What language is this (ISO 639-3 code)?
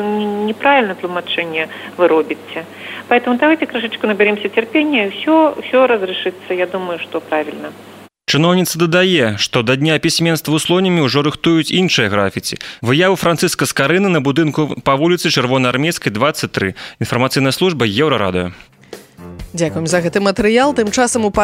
bel